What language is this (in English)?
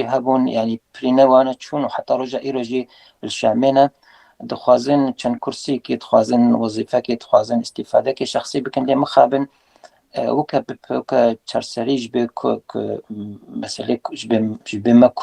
Kurdish